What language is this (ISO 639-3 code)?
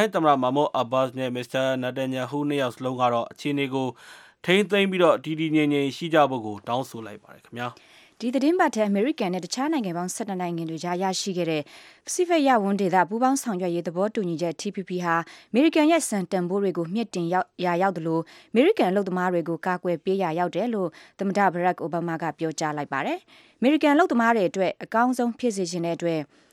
mya